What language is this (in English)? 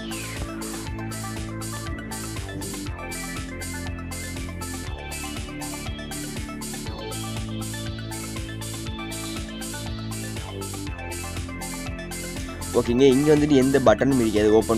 Tamil